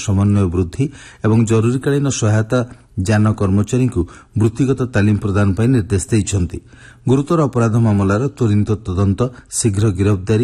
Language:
Odia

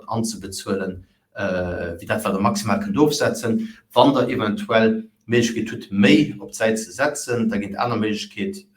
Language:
Luxembourgish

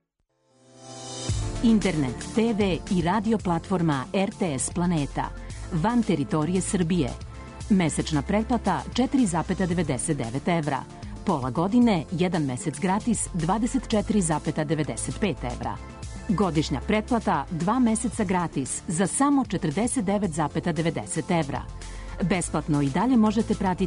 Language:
Serbian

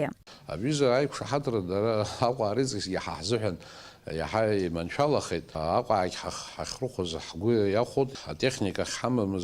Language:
Abkhazian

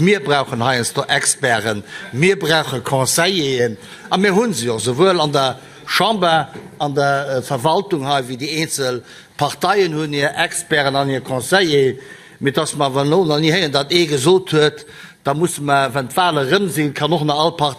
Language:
Luxembourgish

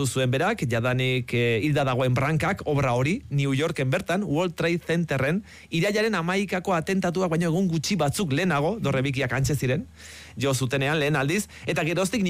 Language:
Basque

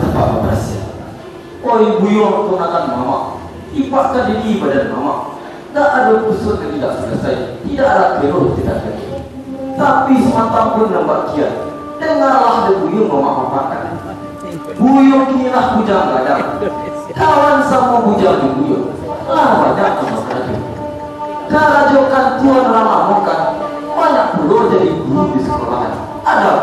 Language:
Minangkabau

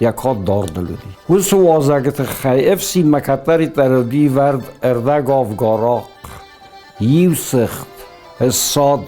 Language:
Ossetic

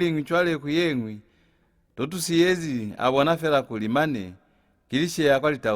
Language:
Lozi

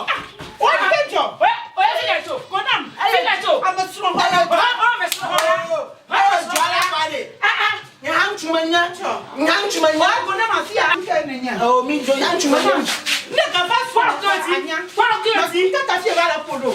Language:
Ewe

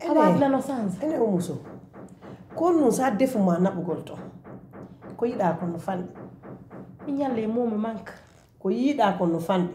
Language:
Pular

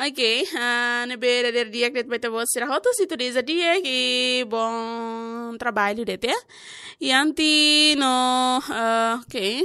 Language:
Tetum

